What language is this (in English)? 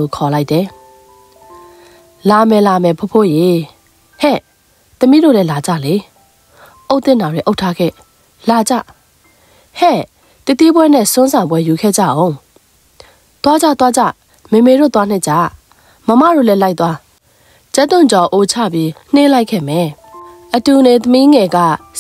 Burmese